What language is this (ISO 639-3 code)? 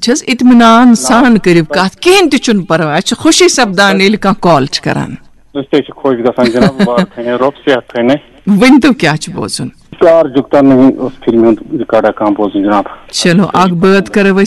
kas